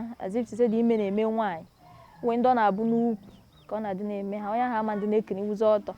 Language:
Igbo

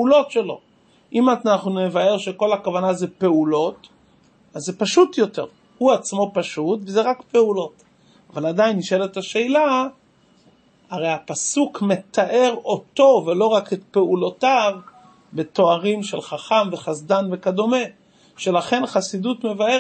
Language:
Hebrew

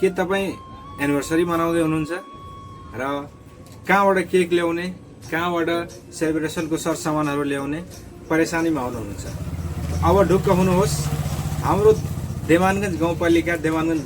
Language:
Nepali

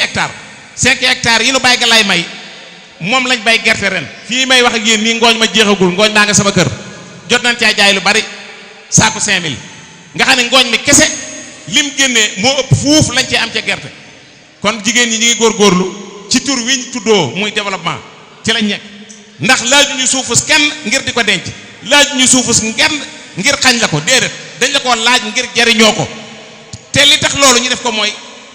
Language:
Wolof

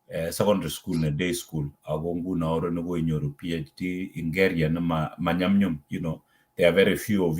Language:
Kalenjin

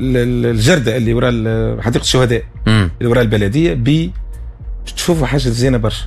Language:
Tunisian Arabic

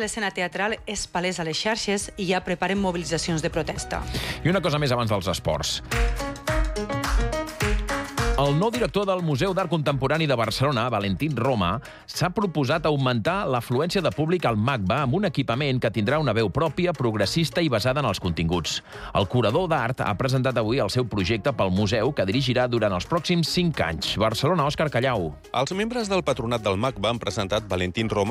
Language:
Catalan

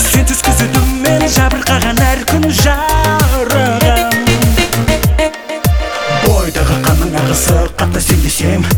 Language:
Kazakh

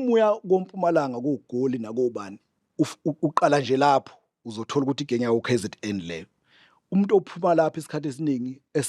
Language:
Zulu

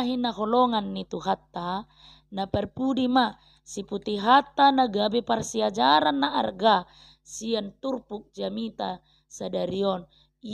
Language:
Batak Toba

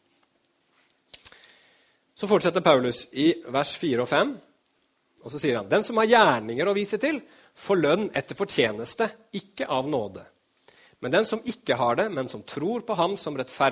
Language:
Norwegian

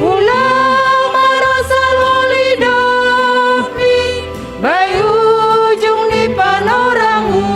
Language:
Batak Simalungun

